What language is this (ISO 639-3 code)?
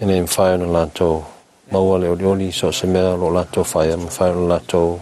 smo